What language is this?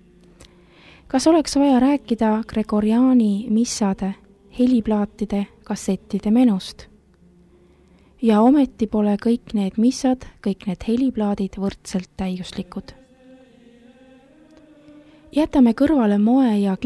Estonian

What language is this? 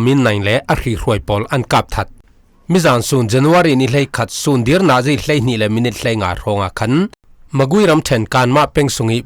Falam Chin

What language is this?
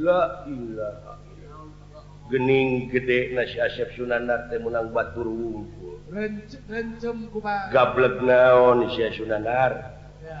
Sundanese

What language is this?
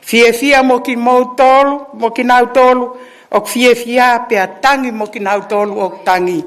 Tongan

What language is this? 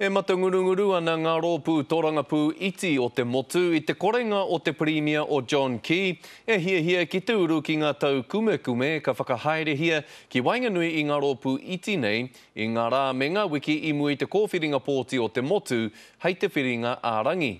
Māori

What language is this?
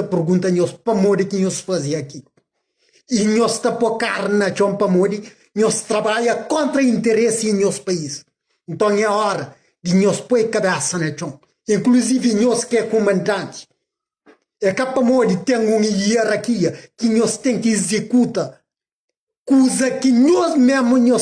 Kabuverdianu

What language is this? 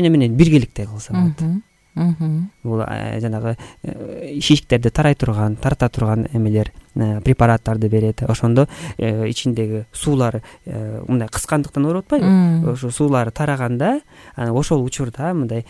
Kyrgyz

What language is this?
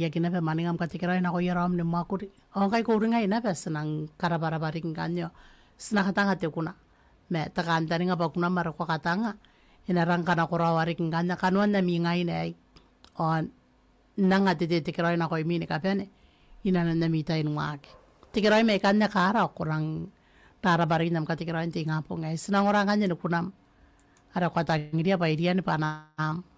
Gilbertese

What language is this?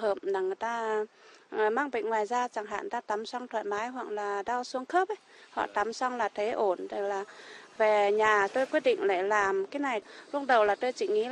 Vietnamese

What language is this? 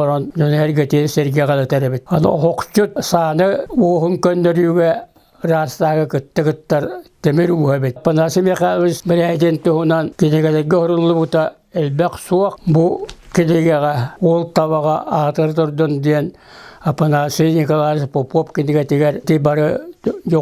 Yakut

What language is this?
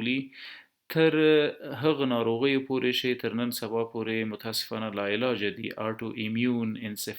Pashto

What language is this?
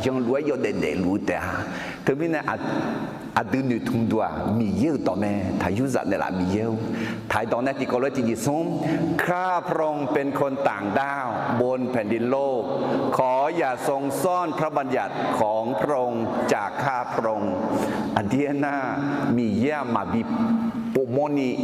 Akha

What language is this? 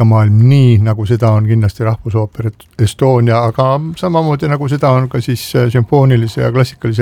Estonian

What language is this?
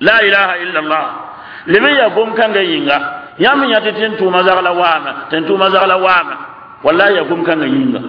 Mossi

